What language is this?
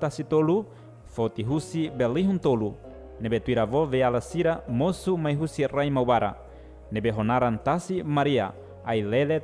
Tetum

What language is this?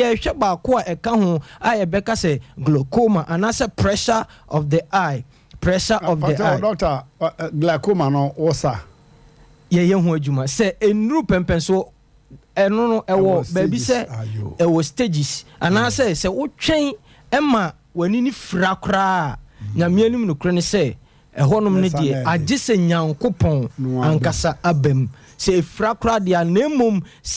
Akan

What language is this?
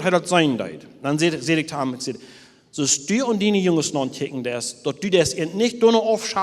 Plautdietsch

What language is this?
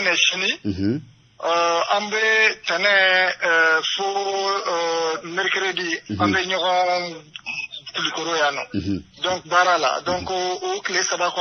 Bambara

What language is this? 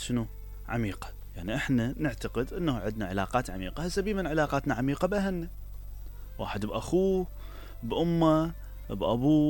Mesopotamian Arabic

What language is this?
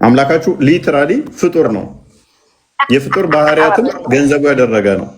Amharic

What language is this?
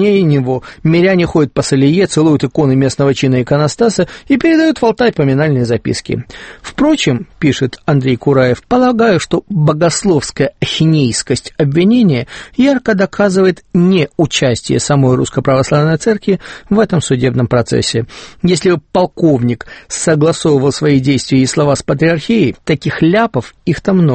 Russian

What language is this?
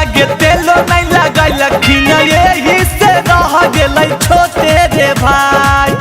Magahi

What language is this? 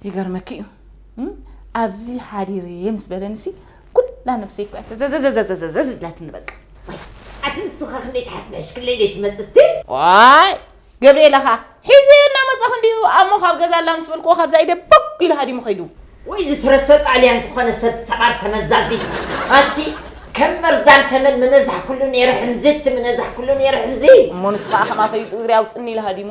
Tigrinya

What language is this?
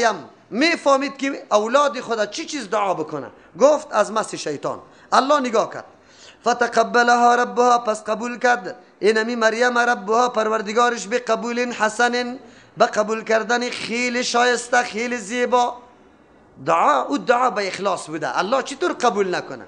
Persian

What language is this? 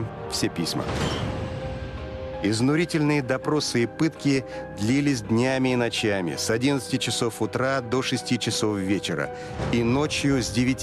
Russian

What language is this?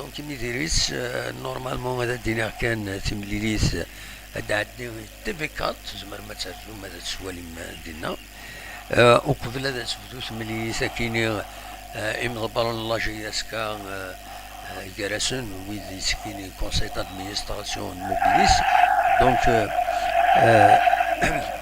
Kabyle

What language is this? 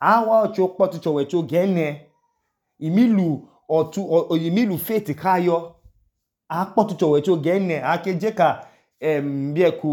Idoma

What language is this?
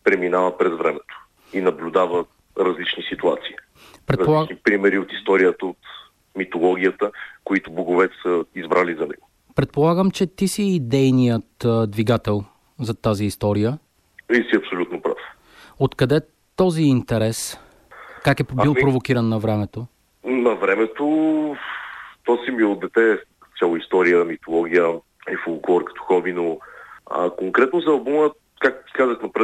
Bulgarian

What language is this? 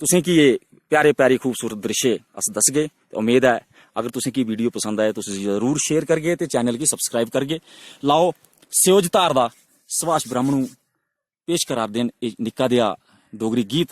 Dogri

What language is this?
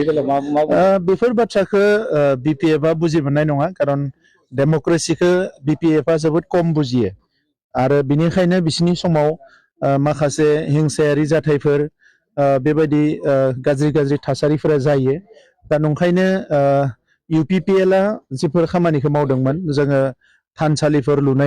Bodo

